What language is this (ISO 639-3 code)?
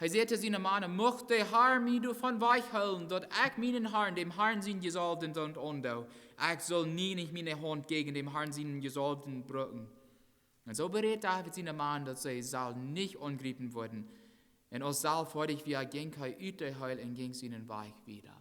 pdt